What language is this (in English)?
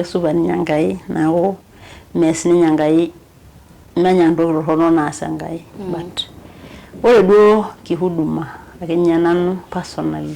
Masai